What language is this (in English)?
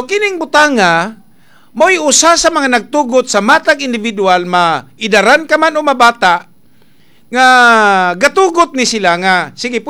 Cebuano